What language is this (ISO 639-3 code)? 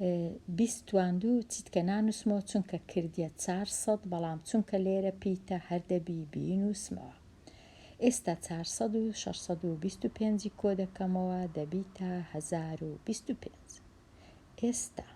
ckb